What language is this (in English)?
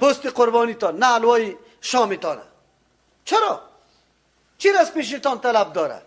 Persian